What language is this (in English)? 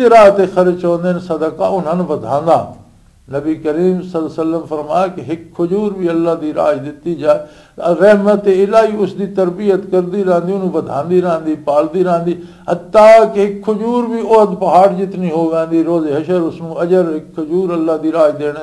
Western Panjabi